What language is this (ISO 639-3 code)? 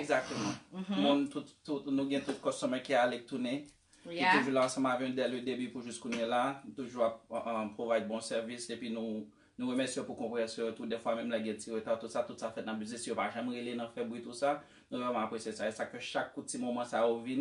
hat